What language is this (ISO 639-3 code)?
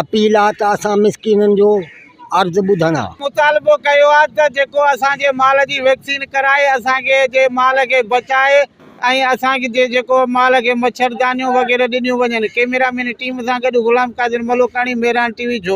snd